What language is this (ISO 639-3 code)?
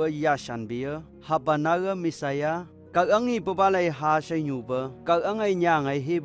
nph